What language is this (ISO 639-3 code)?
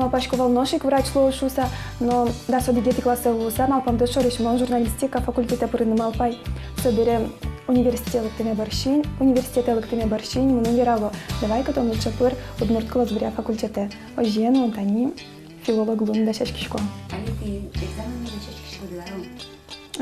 udm